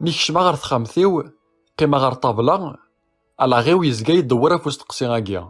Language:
Kabyle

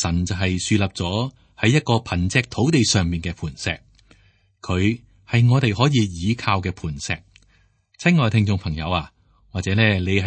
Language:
Cantonese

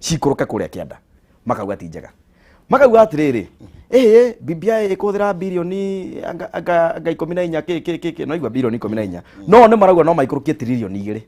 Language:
Kikuyu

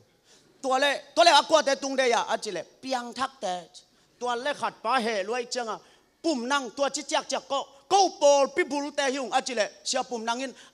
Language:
Tedim Chin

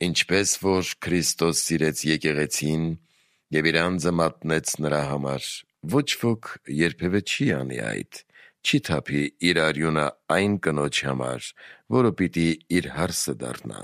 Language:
Armenian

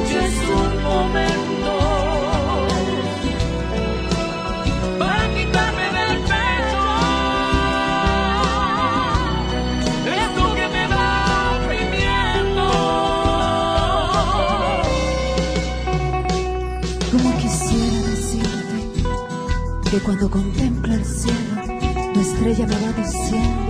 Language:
Spanish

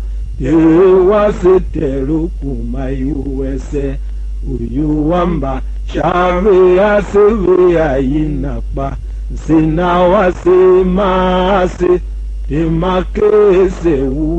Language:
Tiv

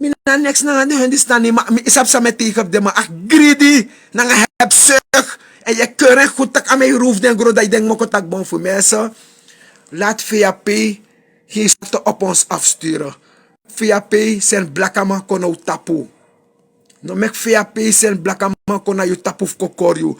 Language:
Sranan Tongo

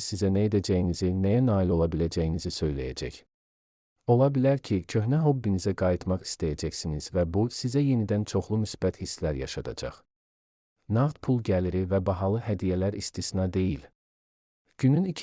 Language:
Azerbaijani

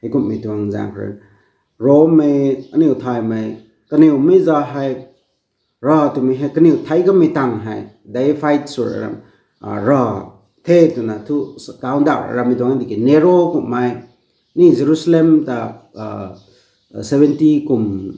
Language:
Rongmei Naga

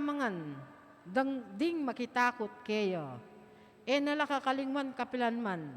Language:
Pampanga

